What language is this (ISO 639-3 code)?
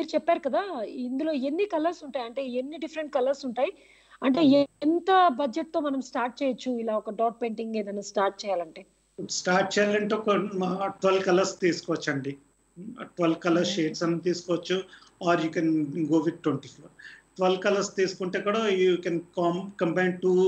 tel